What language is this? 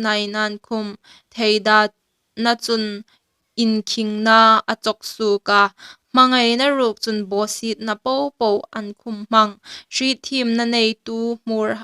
Hmar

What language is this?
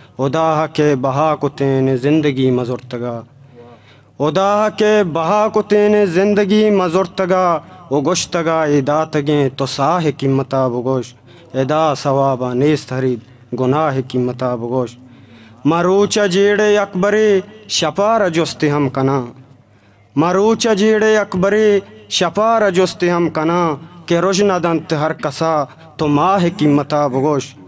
Eastern Balochi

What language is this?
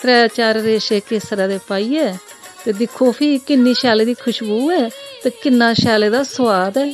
Dogri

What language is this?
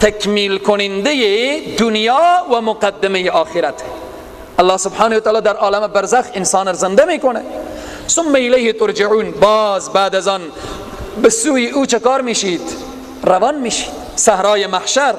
Persian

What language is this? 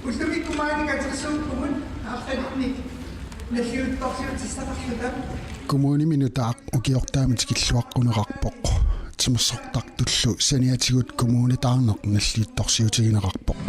Kalaallisut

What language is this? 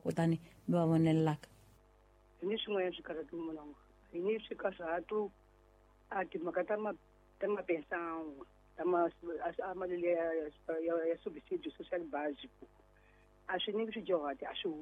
Tsonga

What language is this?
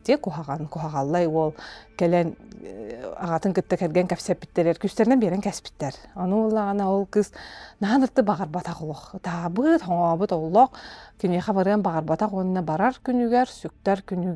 Yakut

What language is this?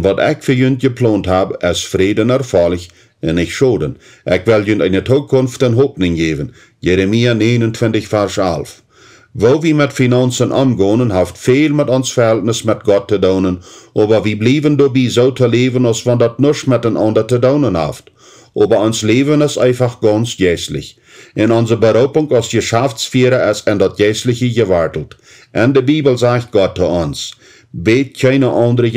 Plautdietsch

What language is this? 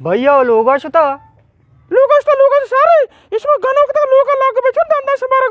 Eastern Balochi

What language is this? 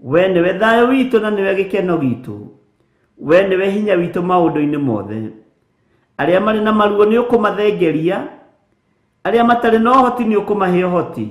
Kikuyu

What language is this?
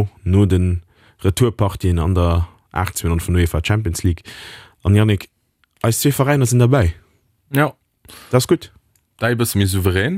Luxembourgish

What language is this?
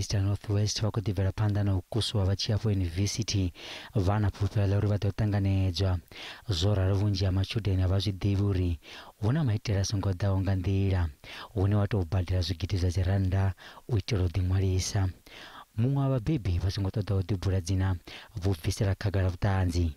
Venda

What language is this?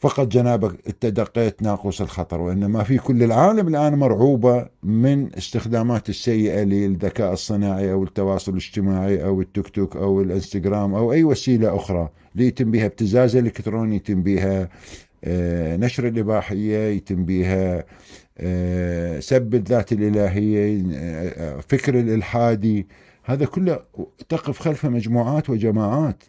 Mesopotamian Arabic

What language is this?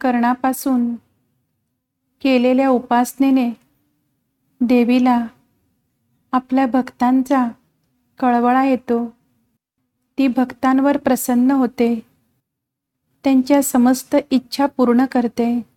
Marathi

